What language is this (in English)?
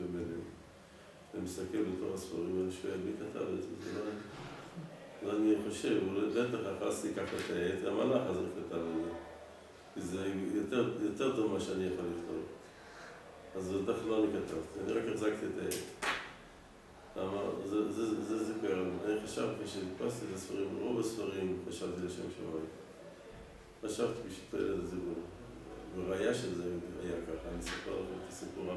Hebrew